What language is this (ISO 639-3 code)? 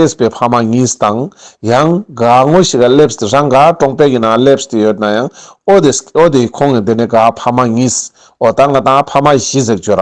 lbj